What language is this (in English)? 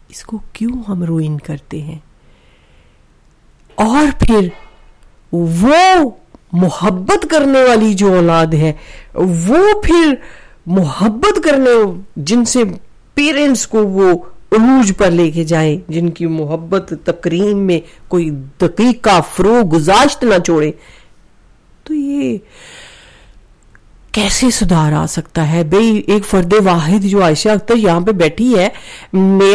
Urdu